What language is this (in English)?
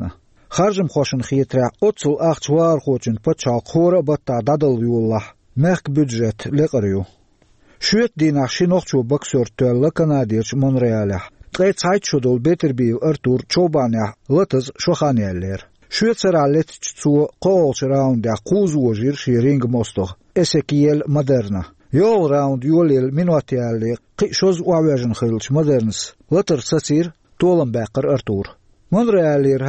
Chechen